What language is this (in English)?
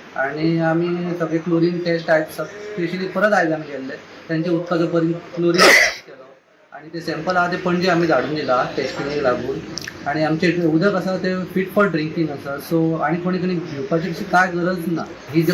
Konkani